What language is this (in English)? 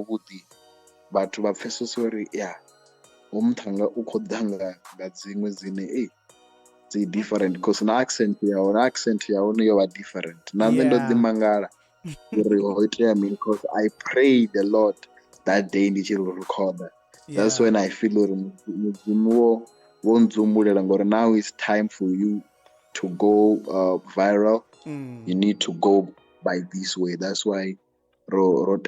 Venda